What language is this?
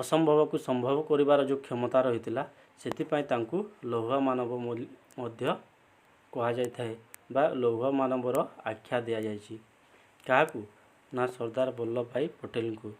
Odia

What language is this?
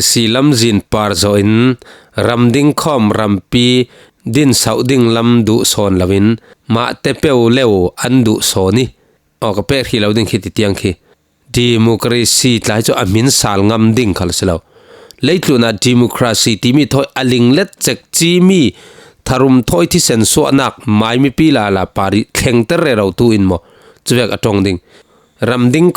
Falam Chin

